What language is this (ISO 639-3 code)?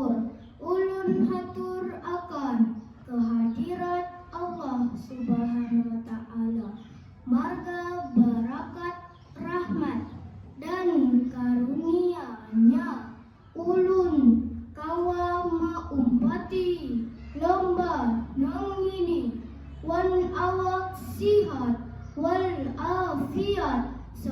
bjn